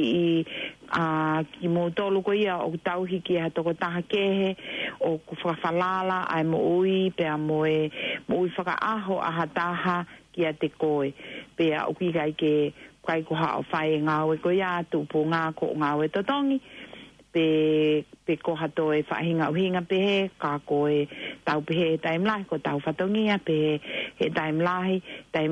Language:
Tongan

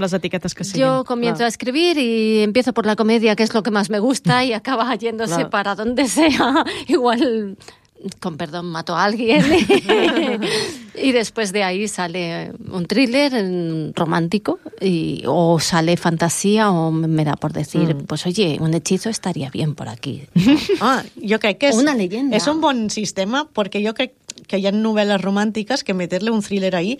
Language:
Catalan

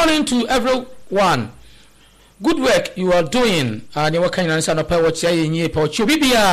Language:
Akan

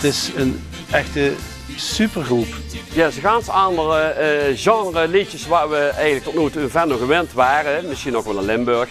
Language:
Limburgish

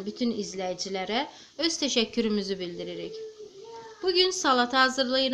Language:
Azerbaijani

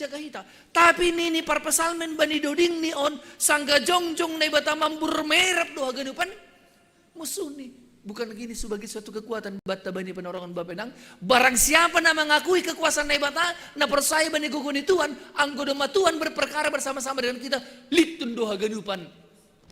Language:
Batak Simalungun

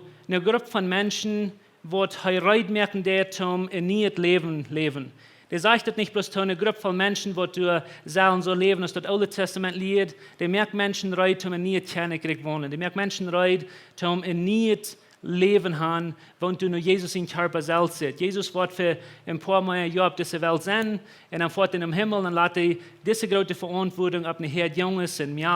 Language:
Plautdietsch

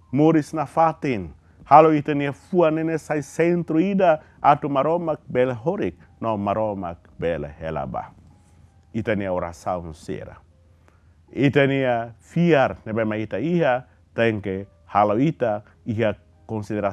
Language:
Tetum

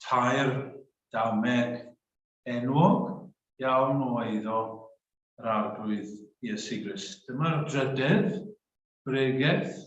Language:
Welsh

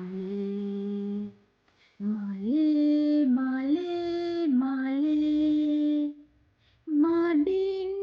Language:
Sinhala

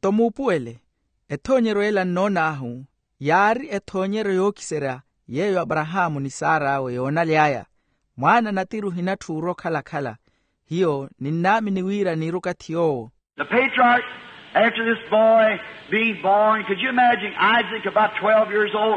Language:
Makhuwa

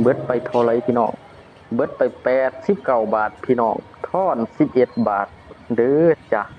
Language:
Lao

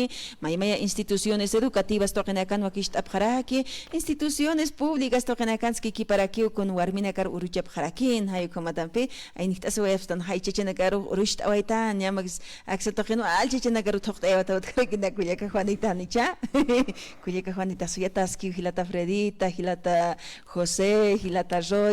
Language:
Aymara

